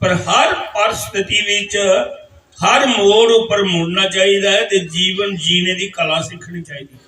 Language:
Dogri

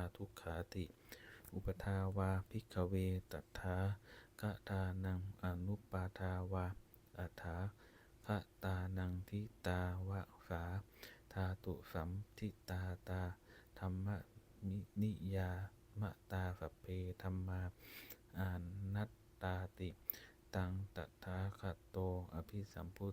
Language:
Pali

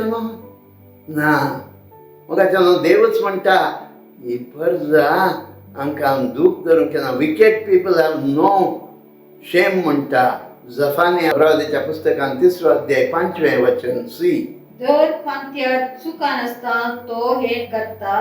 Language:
Konkani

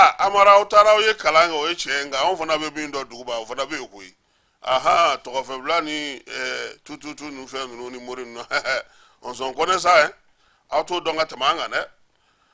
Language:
Bambara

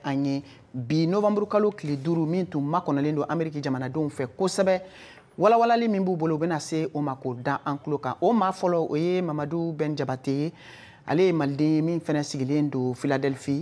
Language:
Bambara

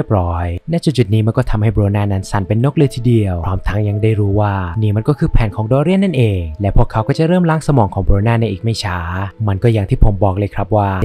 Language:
Thai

